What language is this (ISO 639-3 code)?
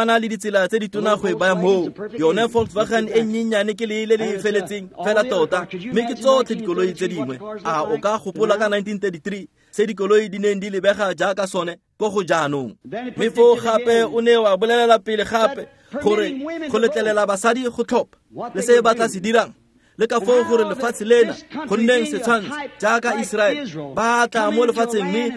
tsn